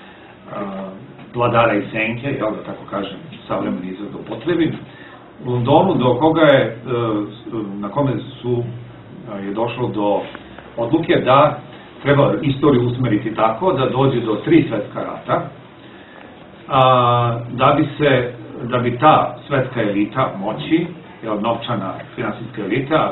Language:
Serbian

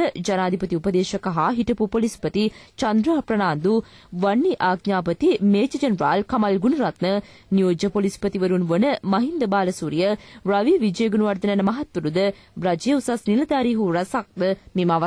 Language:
Sinhala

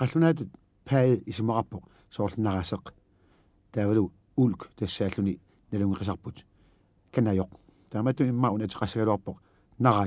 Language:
Kalaallisut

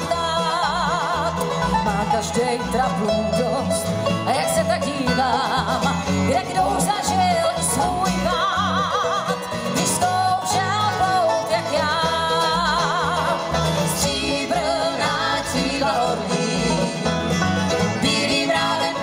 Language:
Czech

